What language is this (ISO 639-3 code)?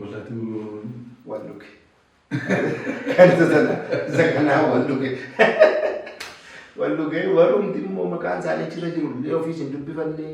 orm